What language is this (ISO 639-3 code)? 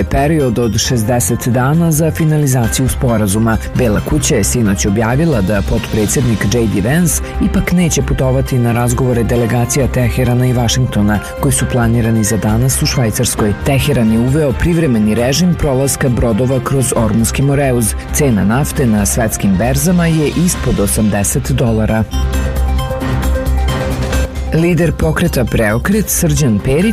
srp